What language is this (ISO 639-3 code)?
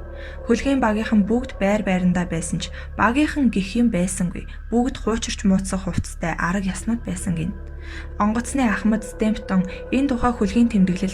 mon